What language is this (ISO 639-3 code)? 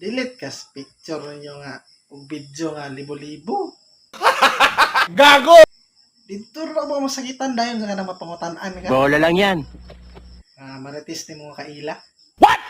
ceb